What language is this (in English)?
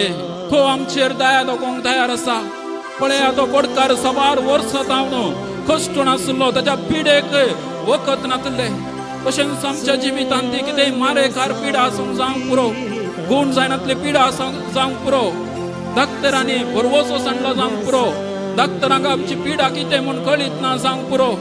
Konkani